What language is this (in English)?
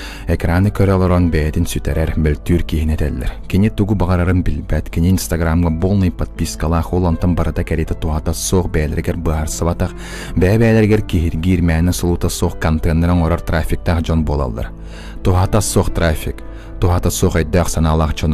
Yakut